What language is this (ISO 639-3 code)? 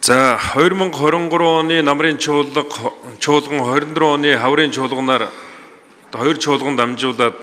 mon